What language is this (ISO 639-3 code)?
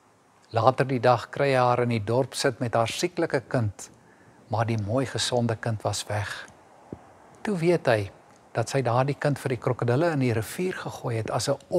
afr